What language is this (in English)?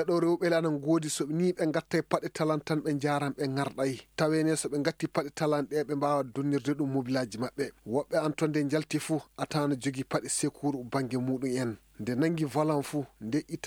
Maasina Fulfulde